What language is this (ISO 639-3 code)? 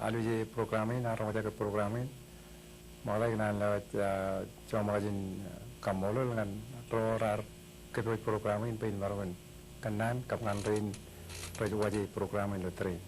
mah